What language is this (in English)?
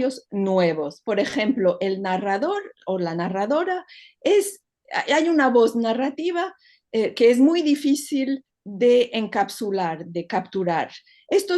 Ladino